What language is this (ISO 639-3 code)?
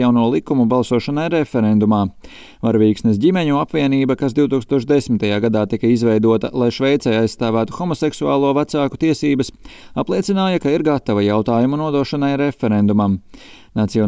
lav